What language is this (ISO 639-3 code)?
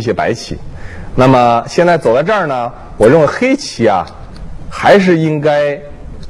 zho